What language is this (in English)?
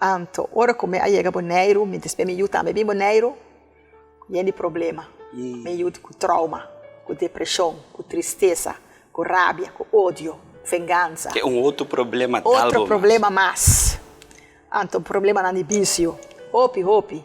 Papiamento